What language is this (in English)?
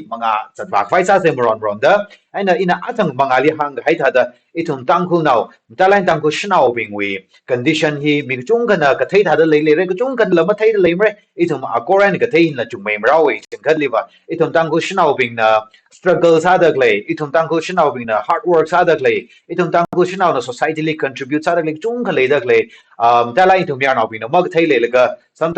Tangkhul Naga (India)